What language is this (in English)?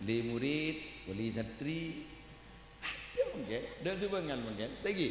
Madurese